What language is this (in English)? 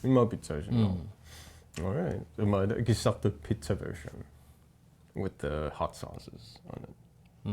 Kalaallisut